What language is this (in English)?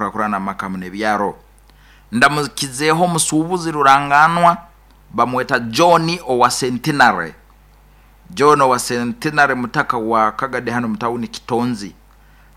Nyoro